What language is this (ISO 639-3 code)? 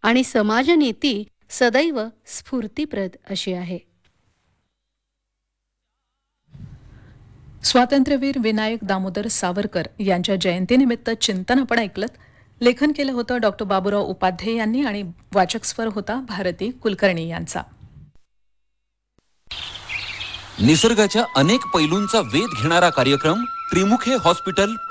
mar